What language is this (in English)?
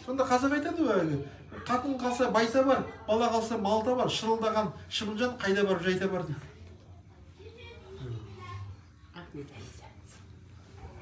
Kazakh